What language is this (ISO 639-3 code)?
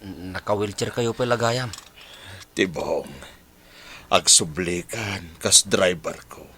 ilo